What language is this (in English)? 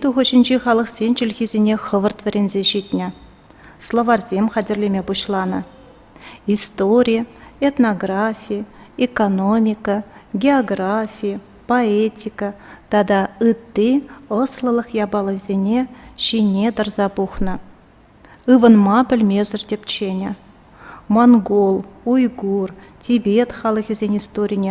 Chuvash